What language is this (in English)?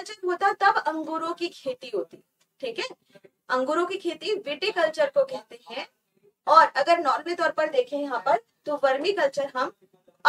Hindi